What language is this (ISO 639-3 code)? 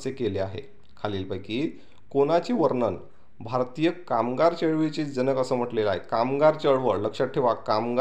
mar